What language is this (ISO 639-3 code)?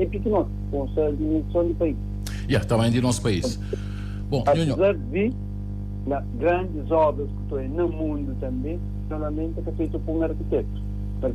kea